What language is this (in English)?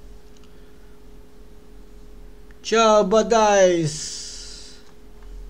Italian